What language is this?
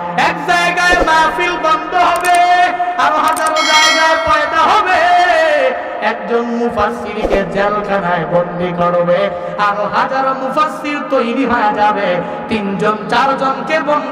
Bangla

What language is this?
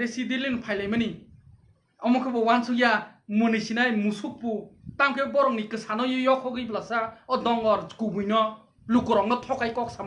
Kok Borok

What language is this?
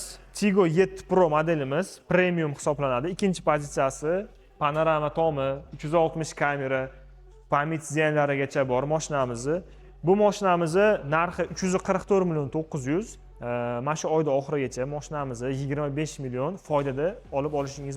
Uzbek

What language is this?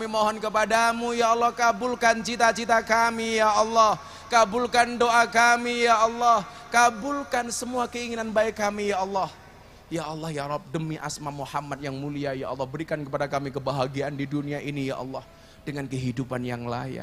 Indonesian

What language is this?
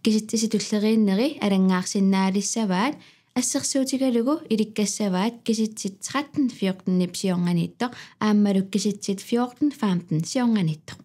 Kalaallisut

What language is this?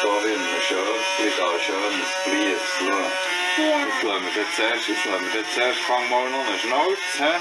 Swiss German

